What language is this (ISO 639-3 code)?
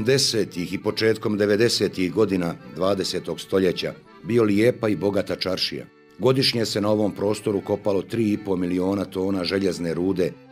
bos